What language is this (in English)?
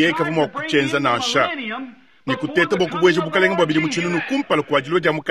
Luba-Lulua